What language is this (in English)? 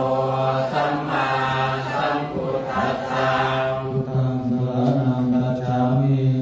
Pali